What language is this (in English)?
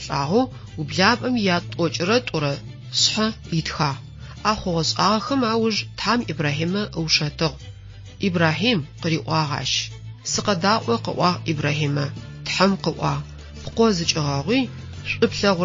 Adyghe